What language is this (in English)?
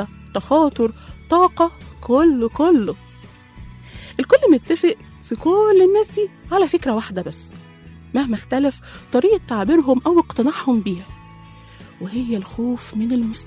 Egyptian Arabic